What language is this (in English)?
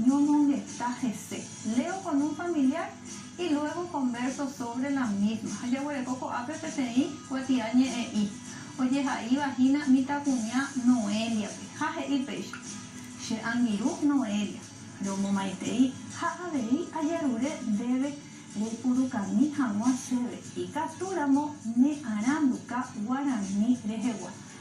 Guarani